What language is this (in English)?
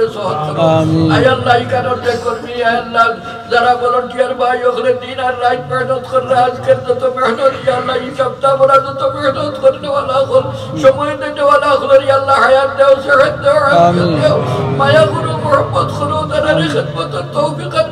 Sylheti